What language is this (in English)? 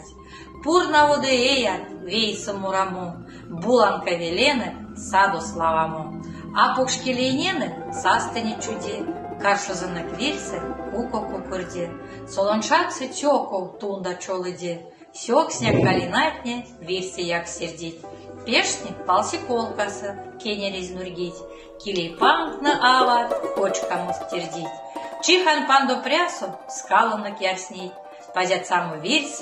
Erzya